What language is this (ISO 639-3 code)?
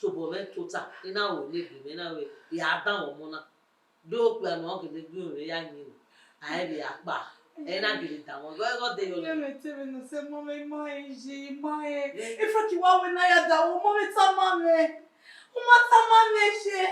bin